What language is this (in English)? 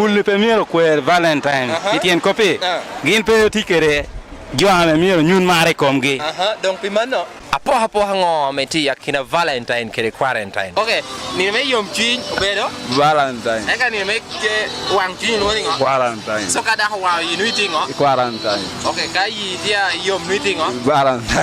Lango (Uganda)